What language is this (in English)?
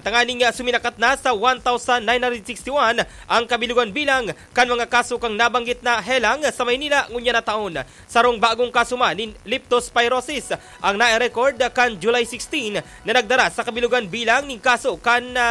Bikol